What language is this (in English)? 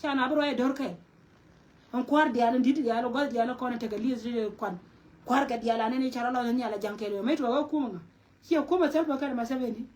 Nuer